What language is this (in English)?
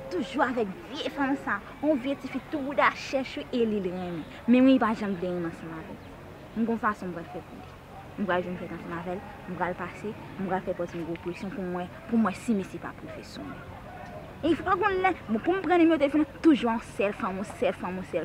Haitian Creole